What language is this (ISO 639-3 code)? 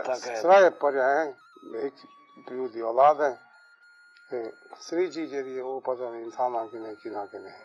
skr